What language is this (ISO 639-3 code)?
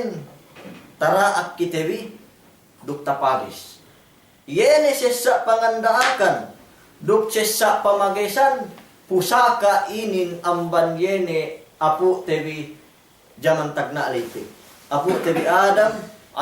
yka